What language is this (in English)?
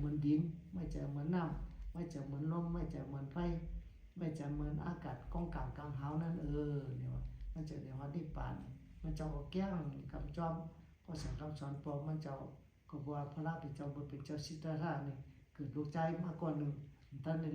Shan